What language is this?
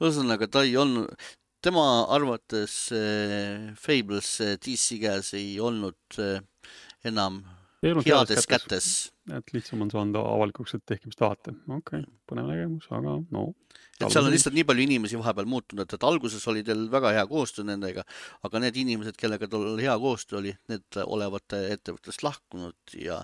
Estonian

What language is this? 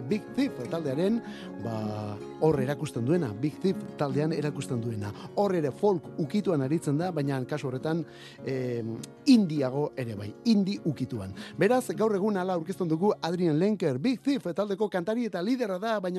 Basque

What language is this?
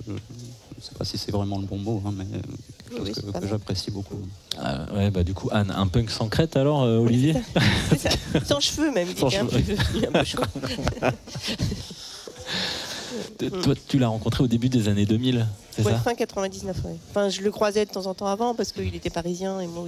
French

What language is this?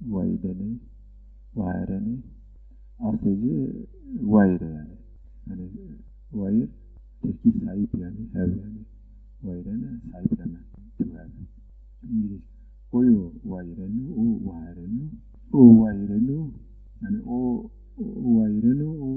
Zaza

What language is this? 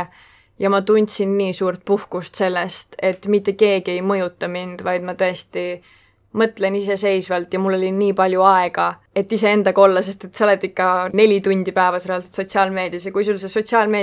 Estonian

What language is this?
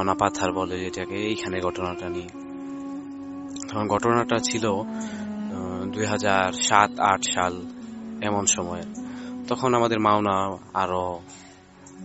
Bangla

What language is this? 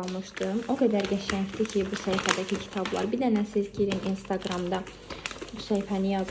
Azerbaijani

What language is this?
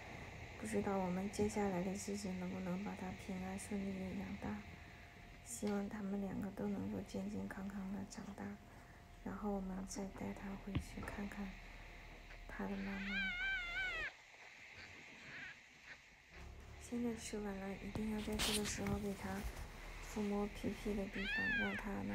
Chinese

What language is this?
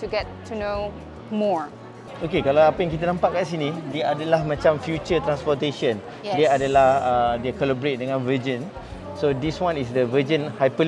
Malay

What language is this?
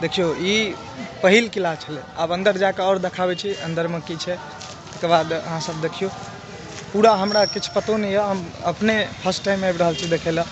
Maithili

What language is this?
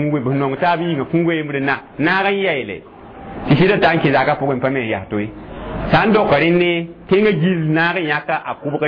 Mossi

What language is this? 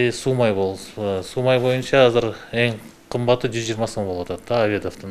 Kyrgyz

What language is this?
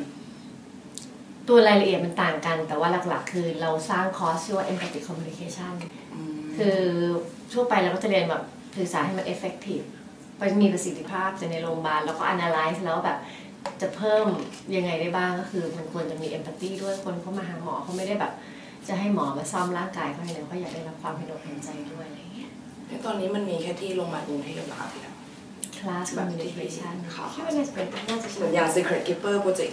Thai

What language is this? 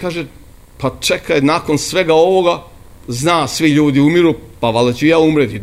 Serbian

